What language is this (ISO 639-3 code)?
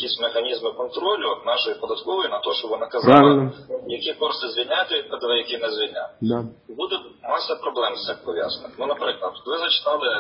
ukr